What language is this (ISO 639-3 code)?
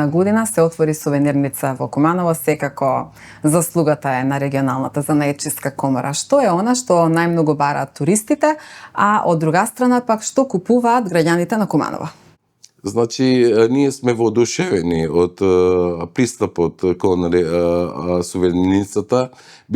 mkd